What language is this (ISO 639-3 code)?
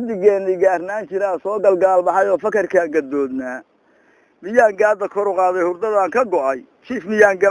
som